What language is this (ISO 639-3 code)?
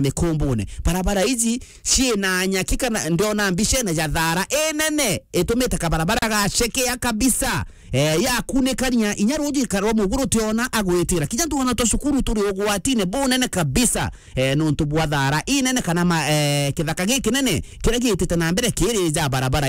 mer